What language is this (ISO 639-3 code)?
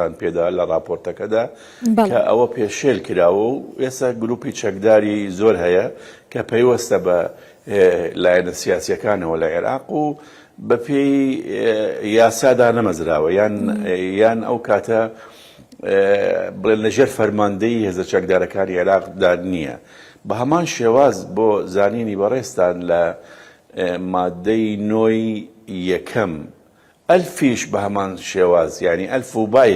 ckb